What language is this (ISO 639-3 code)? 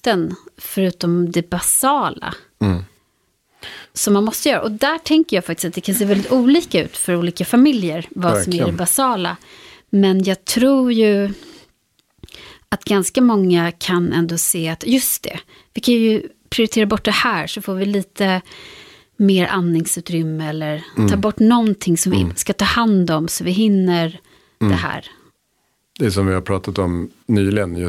swe